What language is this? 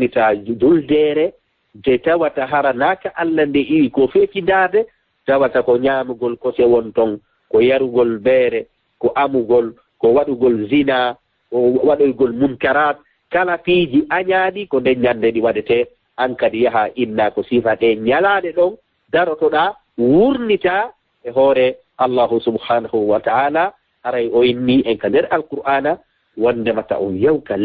Fula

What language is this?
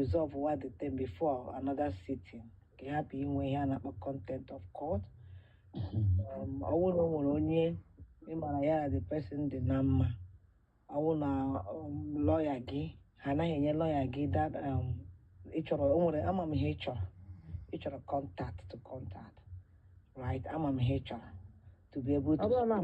Igbo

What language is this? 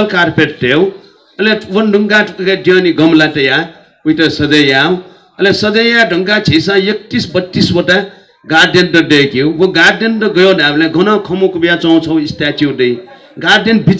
Newari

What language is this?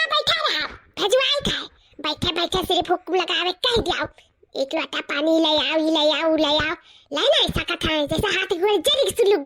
Awadhi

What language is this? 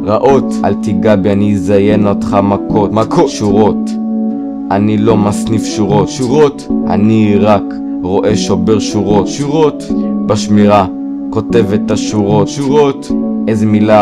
Hebrew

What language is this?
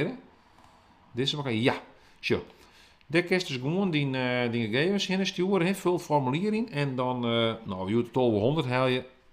Western Frisian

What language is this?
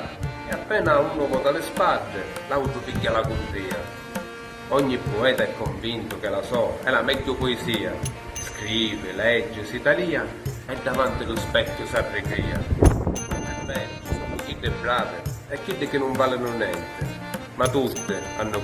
Sicilian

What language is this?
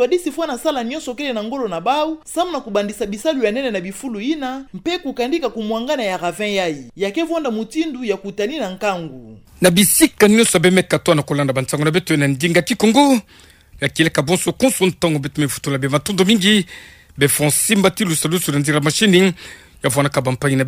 Kituba (Democratic Republic of Congo)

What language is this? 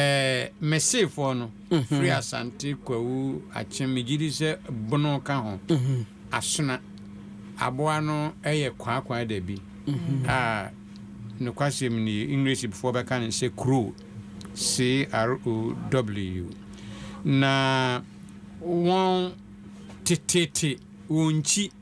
Akan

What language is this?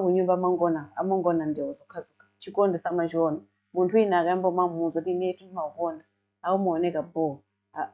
Nyanja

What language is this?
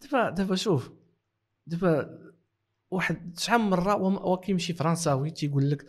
Moroccan Arabic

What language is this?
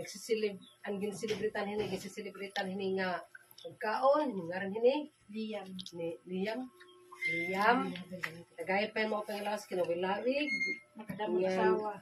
Waray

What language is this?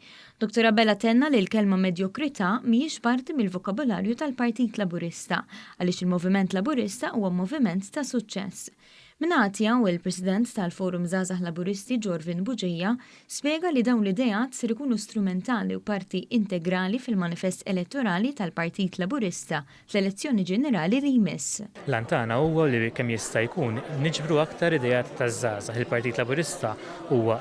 Maltese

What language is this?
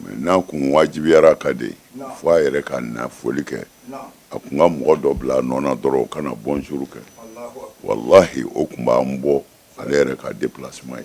Bambara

